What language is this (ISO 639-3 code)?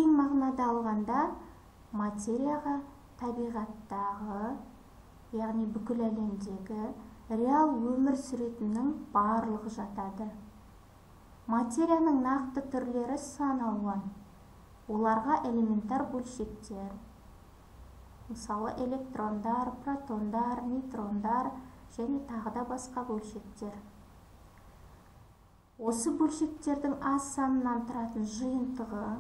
kaz